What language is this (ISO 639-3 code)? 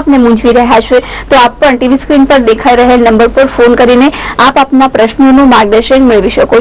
guj